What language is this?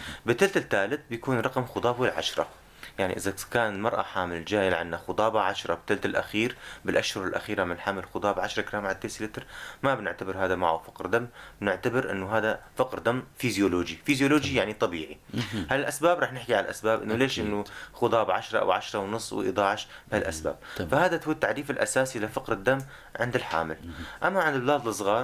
North Levantine Arabic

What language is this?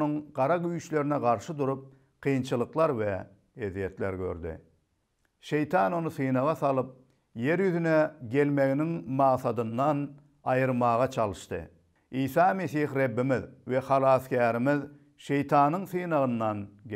Turkmen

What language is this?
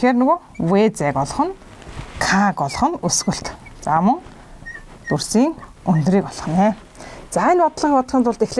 Mongolian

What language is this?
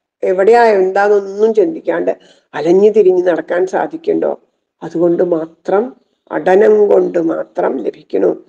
Malayalam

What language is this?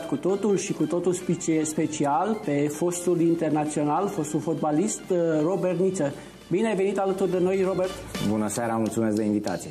Romanian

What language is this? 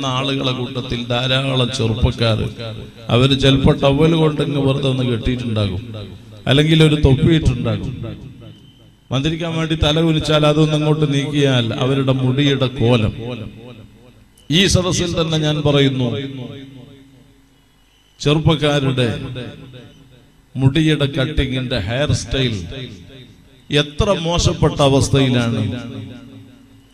Malayalam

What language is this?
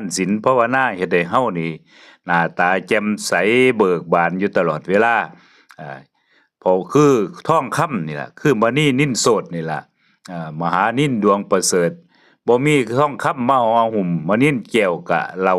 Northeastern Thai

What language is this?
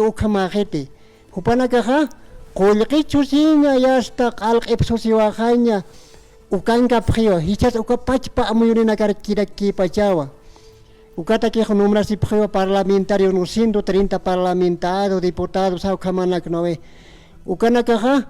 Aymara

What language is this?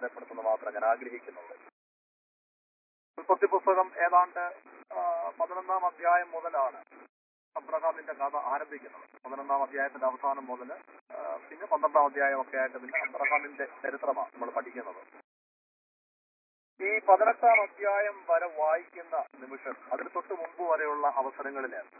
Malayalam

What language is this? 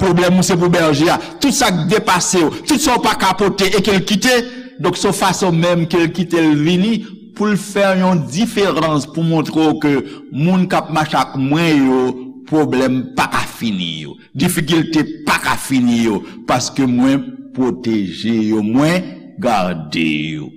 Haitian Creole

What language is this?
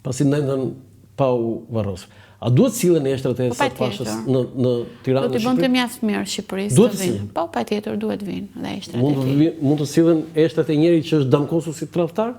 Albanian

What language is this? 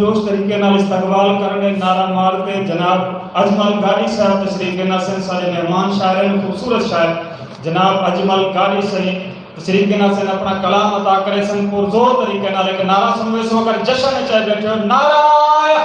Saraiki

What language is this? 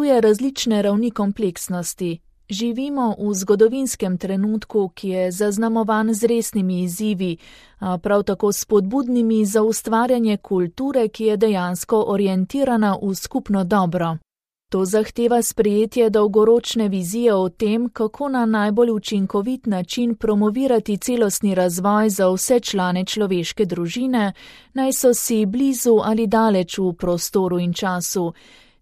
Slovenian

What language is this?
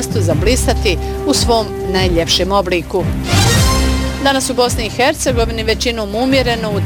Bosnian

